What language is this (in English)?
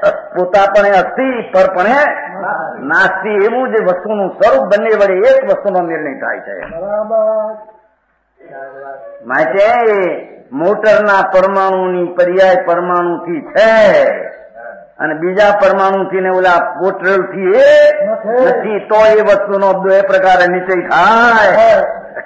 Gujarati